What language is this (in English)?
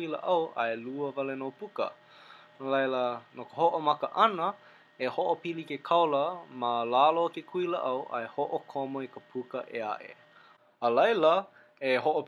Hawaiian